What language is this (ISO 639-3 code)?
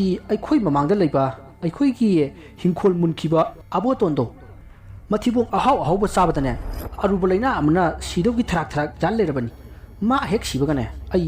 mni